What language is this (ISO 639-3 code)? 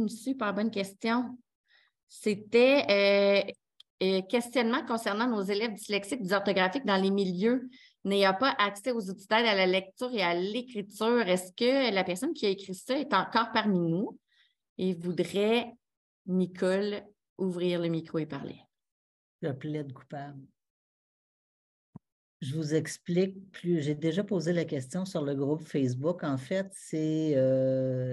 fra